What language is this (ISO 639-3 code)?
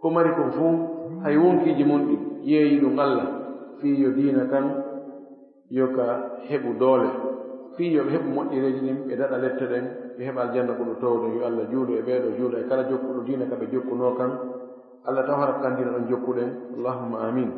ful